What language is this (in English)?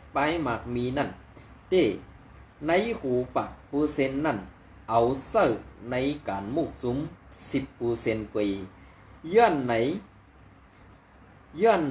Shan